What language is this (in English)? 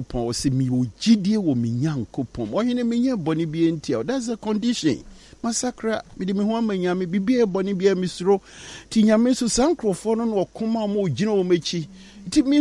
Akan